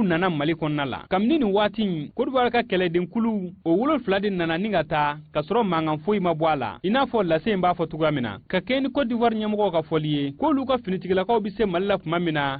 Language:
Bambara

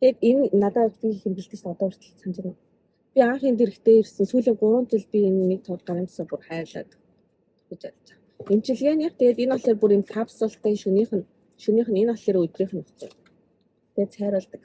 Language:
Mongolian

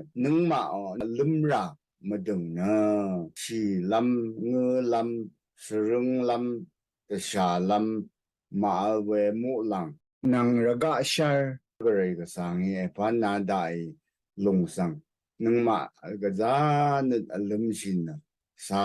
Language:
Rawang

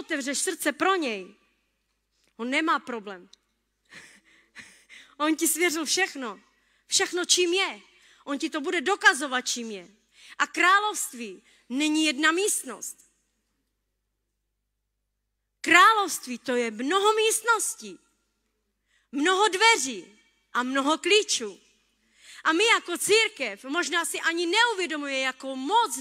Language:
Czech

